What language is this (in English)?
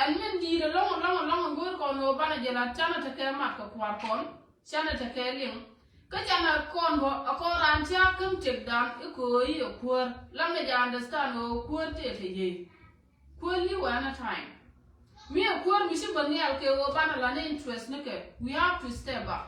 Nuer